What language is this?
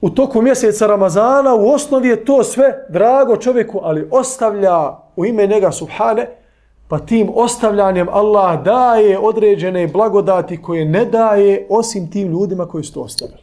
Bosnian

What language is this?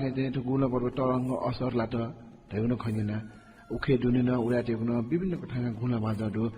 Newari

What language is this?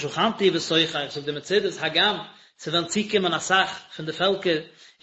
Yiddish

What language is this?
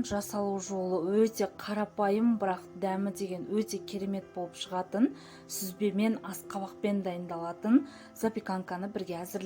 Kazakh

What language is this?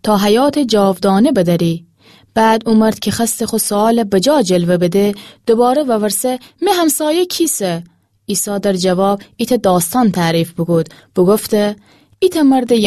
Gilaki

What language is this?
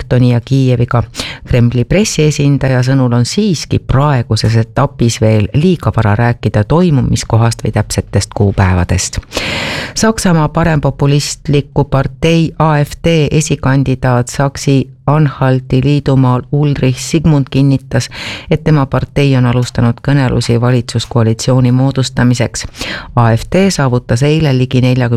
Estonian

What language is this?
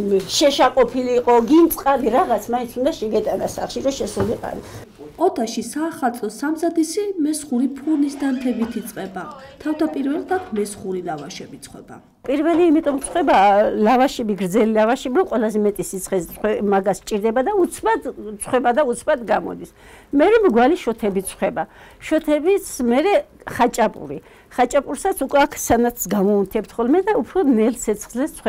Georgian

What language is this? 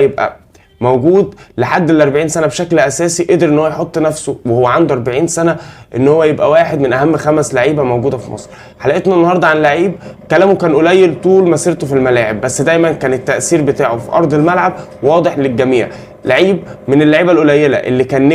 Egyptian Arabic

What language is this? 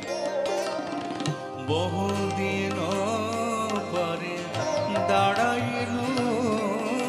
Bangla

